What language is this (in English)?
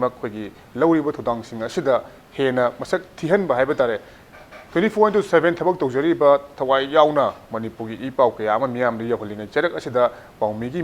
Manipuri